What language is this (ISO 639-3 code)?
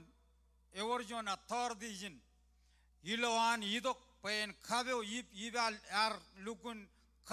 mah